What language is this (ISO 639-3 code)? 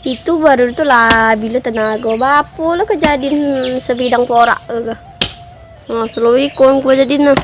min